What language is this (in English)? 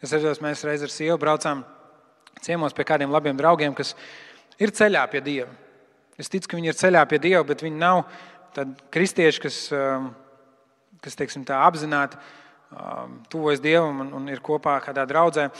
Latvian